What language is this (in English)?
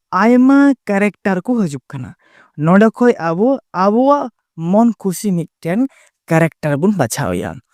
Santali